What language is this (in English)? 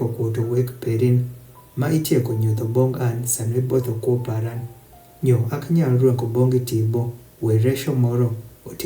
Adhola